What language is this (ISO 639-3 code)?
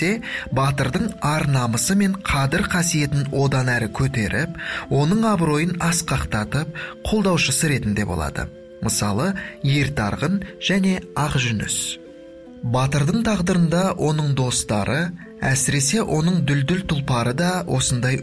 kaz